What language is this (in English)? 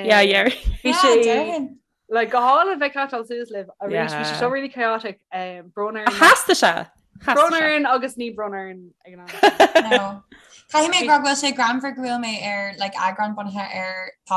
Irish